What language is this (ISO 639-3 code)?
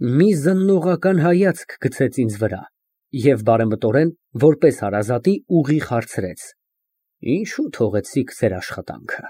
hye